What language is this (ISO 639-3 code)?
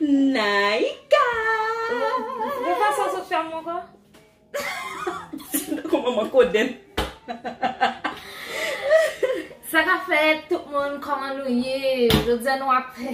hat